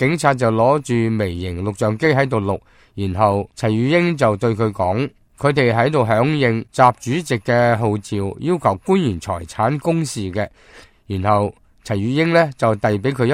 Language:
Cantonese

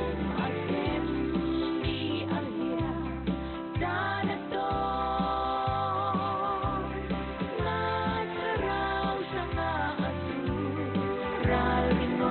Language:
Falam Chin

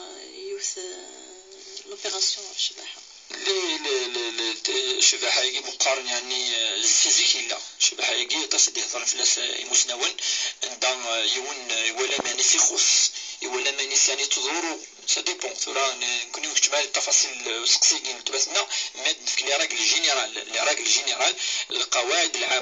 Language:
Kabyle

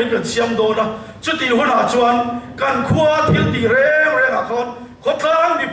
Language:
Mizo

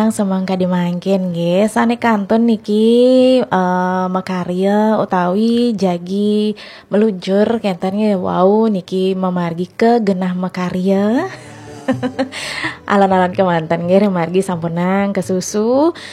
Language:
Balinese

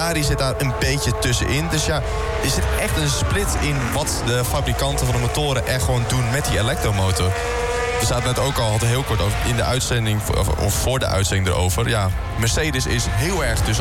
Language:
Dutch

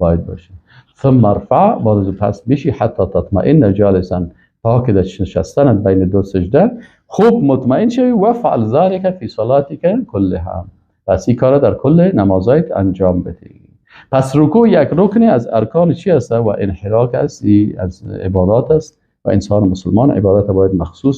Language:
Persian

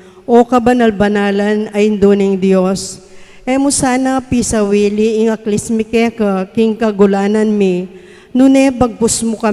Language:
Pampanga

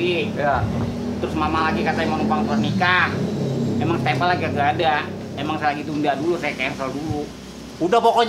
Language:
Betawi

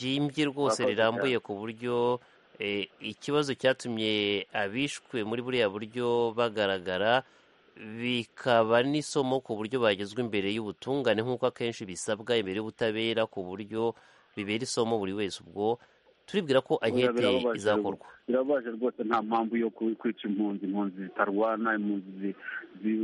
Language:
Kinyarwanda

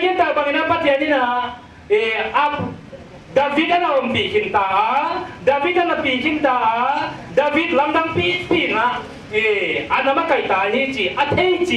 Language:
Paite Chin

